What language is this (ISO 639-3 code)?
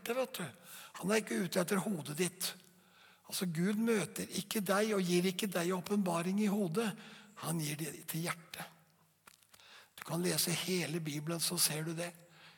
nor